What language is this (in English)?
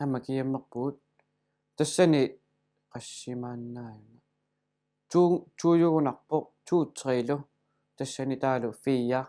Kalaallisut